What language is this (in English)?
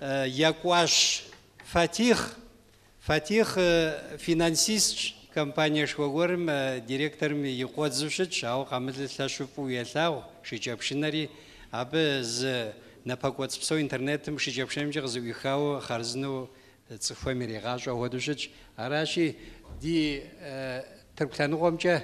Kabardian